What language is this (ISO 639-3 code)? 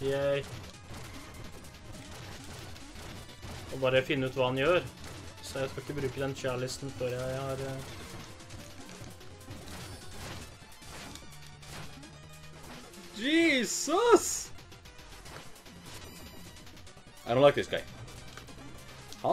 nor